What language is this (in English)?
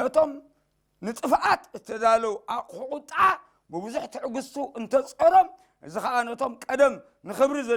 Tigrinya